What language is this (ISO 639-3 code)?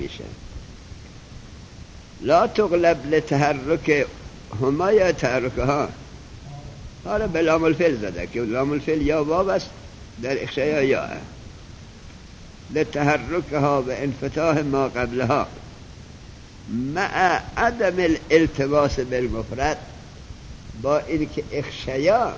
fas